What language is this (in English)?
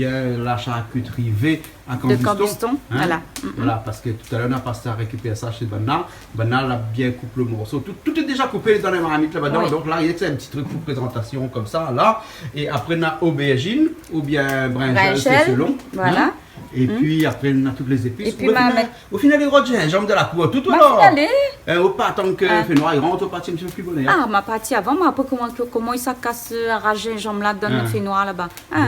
Réunion Creole French